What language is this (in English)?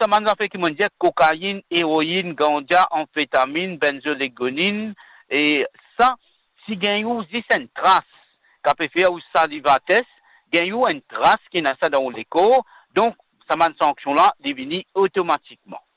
Morisyen